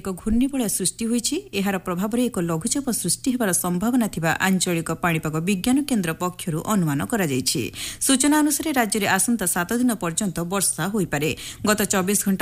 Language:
Odia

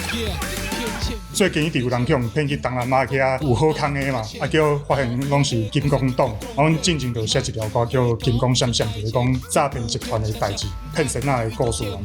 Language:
Min Nan Chinese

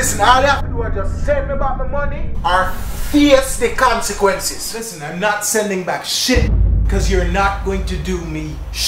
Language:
Jamaican Creole English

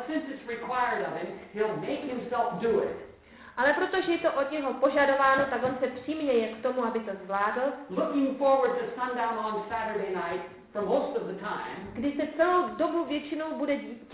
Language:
Czech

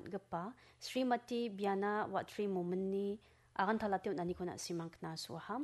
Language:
Garo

